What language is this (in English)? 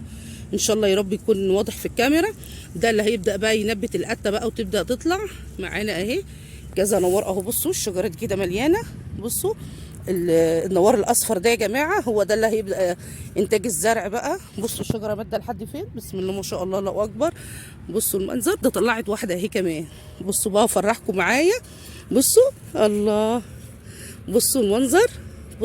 Egyptian Arabic